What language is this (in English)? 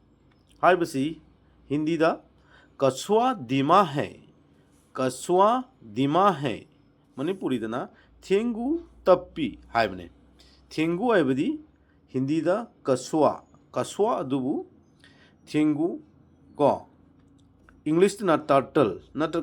Manipuri